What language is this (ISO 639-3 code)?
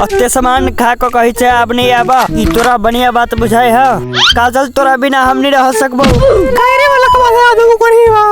mai